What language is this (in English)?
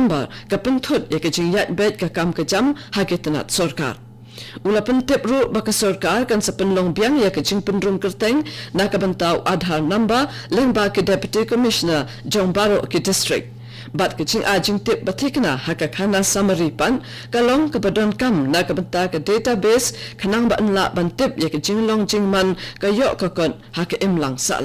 Khasi